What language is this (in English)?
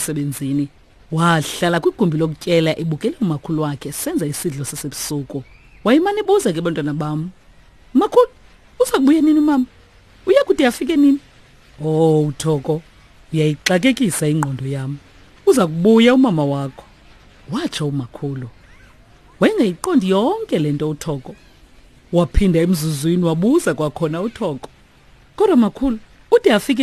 Xhosa